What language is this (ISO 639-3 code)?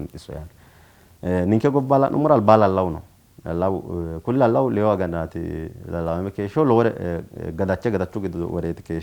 sid